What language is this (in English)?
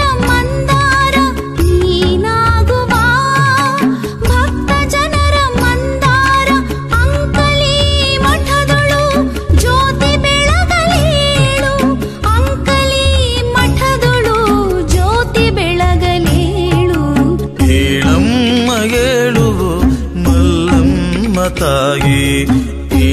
Kannada